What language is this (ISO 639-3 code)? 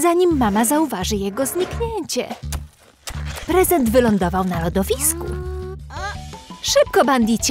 pol